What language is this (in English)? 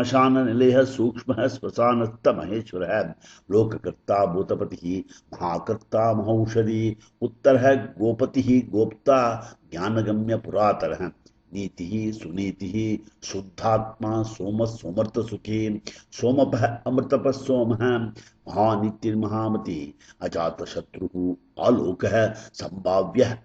Sanskrit